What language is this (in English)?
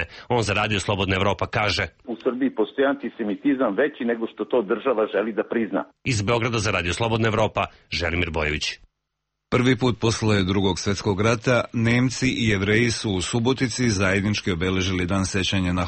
Serbian